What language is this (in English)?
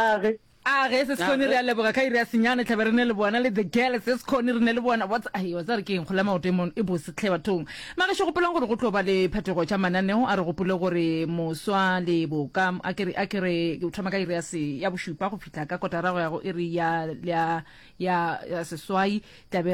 Northern Sotho